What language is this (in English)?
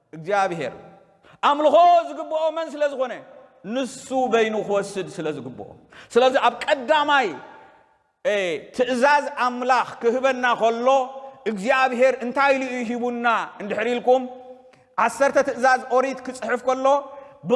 Tigrinya